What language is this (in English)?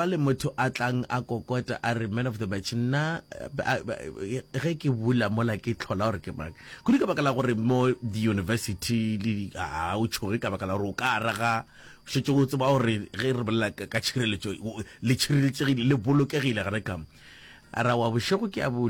Northern Sotho